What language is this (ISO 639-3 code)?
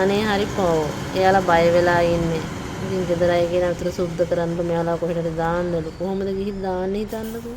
sin